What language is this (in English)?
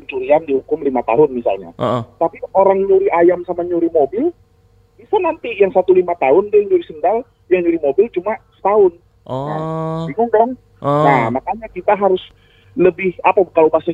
Indonesian